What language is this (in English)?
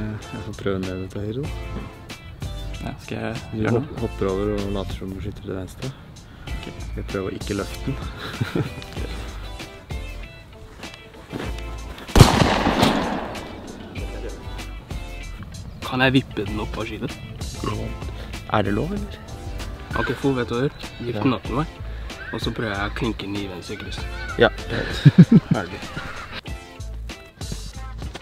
Norwegian